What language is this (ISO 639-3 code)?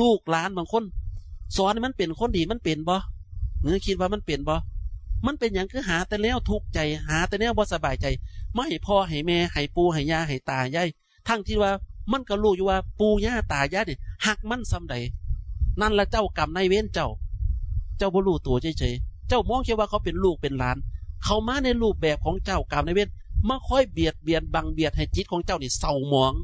tts